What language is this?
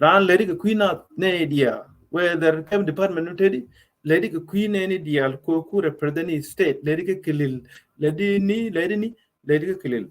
Nuer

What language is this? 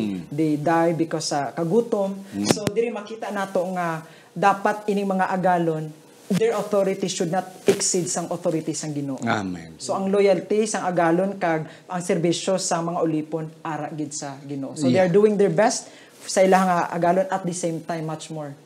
Hiligaynon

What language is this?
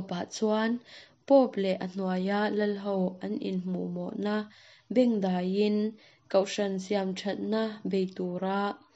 Mizo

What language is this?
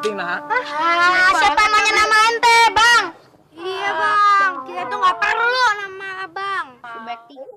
Betawi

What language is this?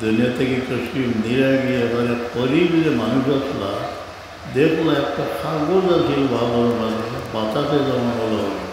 Sylheti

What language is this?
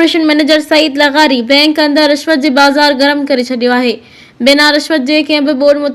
Sindhi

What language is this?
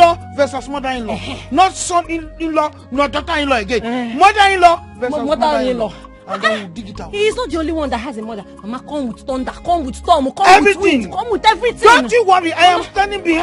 Nigerian Pidgin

